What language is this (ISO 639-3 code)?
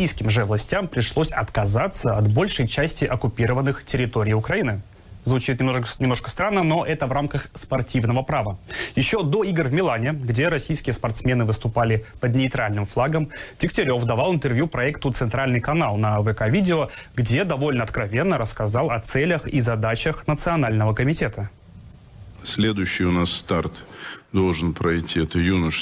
rus